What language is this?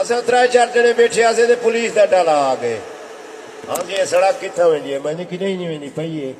Saraiki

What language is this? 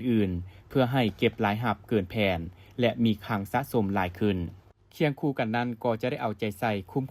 Lao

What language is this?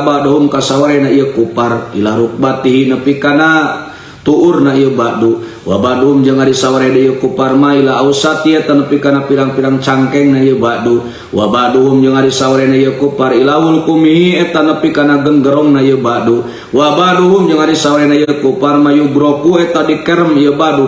Sundanese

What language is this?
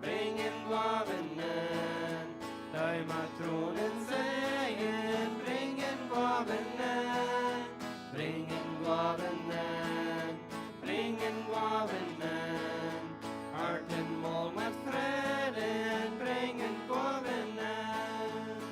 Plautdietsch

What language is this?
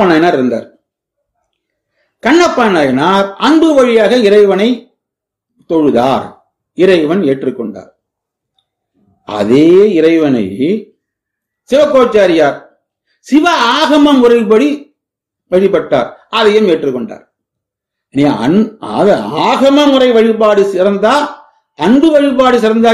Tamil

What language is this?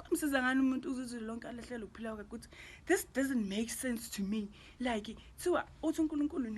Zulu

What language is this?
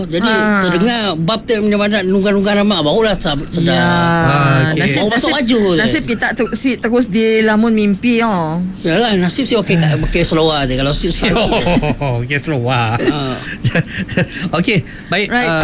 Iban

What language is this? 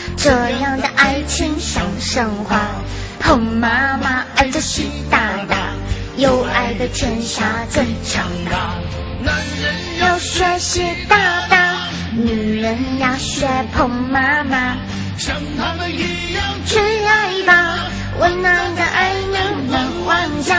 Chinese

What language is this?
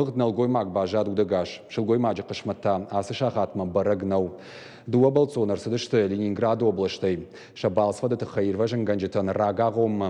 Ossetic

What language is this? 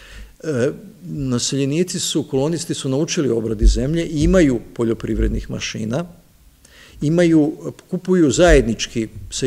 Serbian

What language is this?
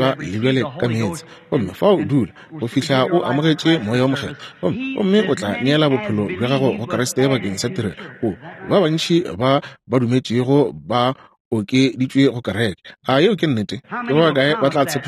Northern Sotho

